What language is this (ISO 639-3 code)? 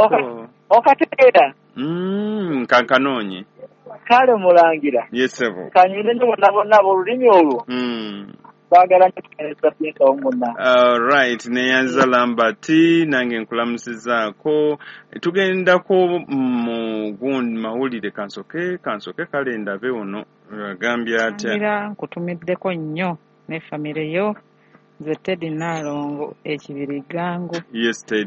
lug